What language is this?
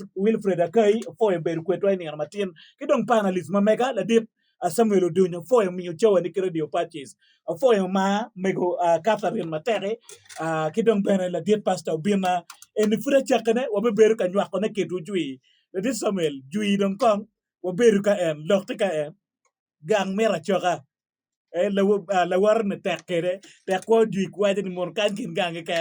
Acoli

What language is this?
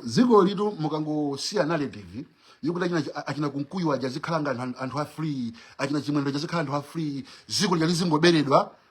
Nyanja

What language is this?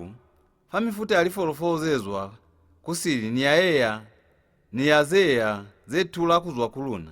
Lozi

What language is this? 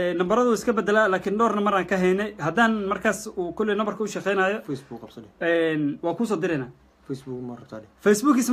Somali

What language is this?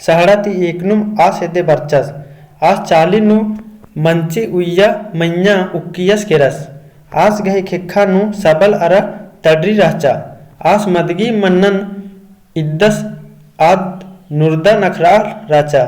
Kurukh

